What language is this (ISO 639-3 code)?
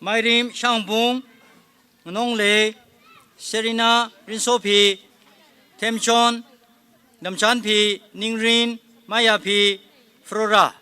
nmf